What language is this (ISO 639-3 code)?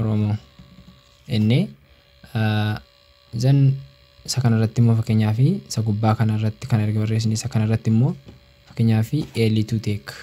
orm